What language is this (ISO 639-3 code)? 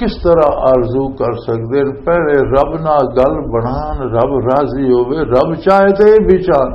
lah